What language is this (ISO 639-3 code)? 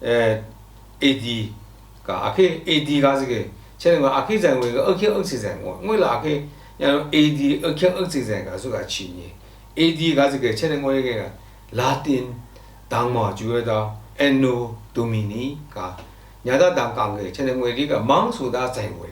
lsi